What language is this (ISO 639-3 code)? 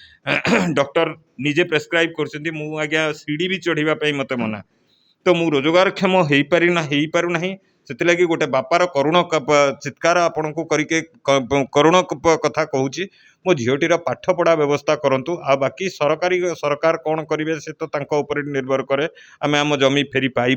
ori